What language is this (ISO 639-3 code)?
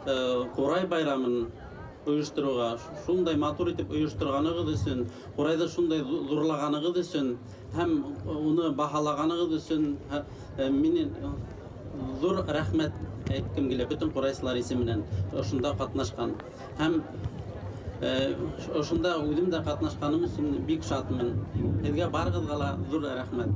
bak